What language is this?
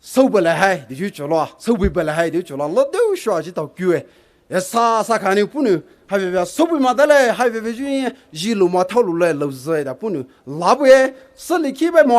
Poumei Naga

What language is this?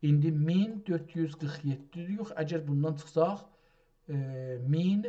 South Azerbaijani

